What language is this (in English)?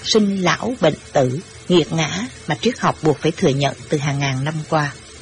Vietnamese